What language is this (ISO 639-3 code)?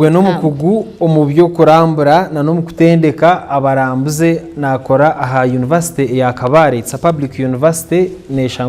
nyn